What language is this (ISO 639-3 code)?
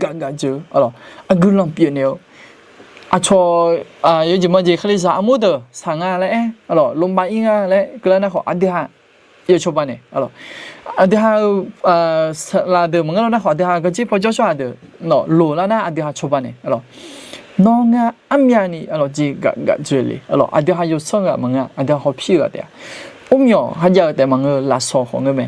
ahk